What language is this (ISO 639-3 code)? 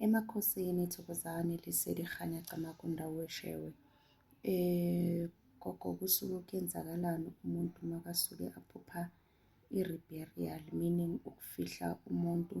zul